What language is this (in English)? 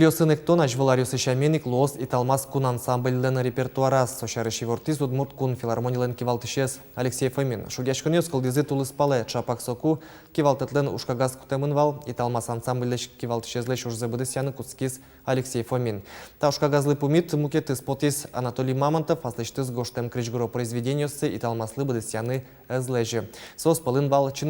Udmurt